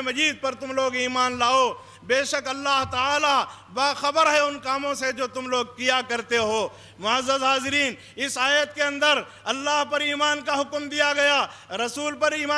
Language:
Urdu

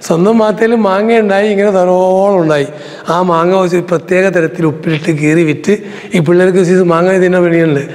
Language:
Malayalam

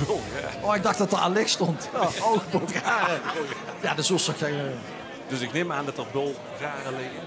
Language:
Limburgish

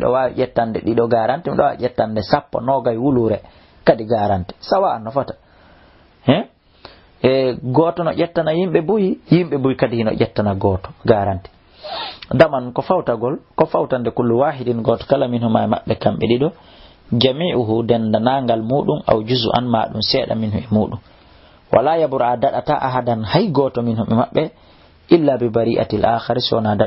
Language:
Fula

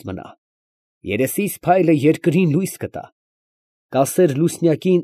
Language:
Armenian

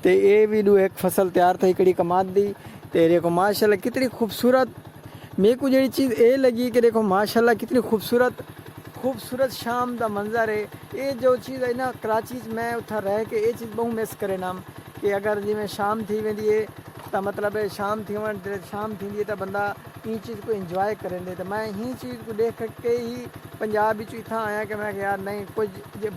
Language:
Saraiki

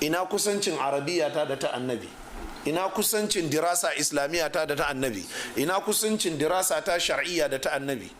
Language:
Hausa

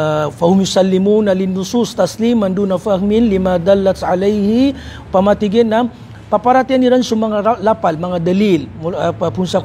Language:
Maranao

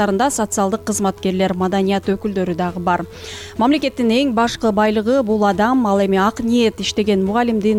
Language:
Kyrgyz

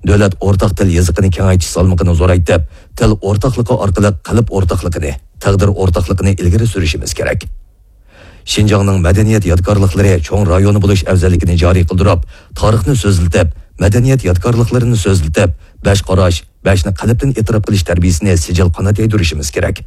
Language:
Uyghur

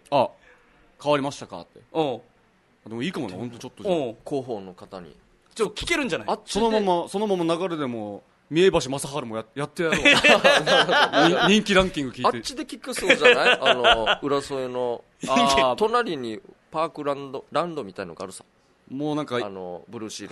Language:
Japanese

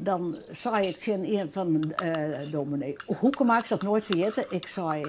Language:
Western Frisian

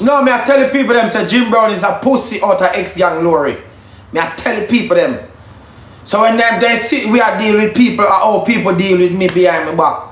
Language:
Jamaican Creole English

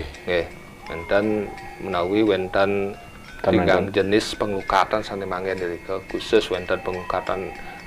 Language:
Balinese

